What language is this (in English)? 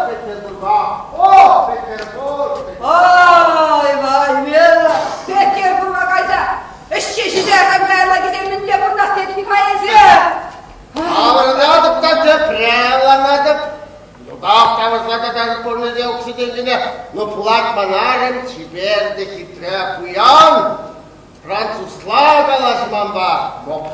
Chuvash